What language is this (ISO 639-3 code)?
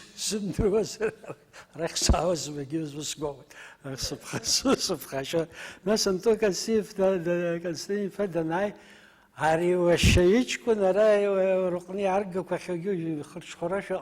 abk